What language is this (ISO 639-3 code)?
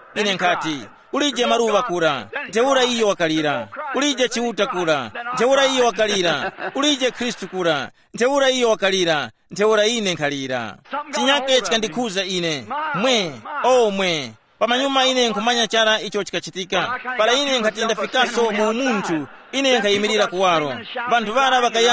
tum